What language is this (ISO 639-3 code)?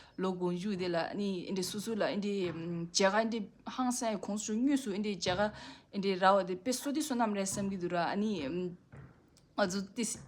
bod